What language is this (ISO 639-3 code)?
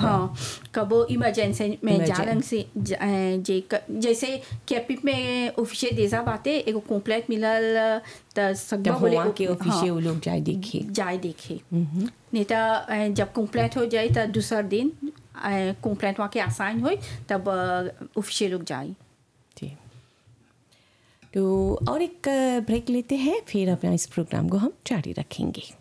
bho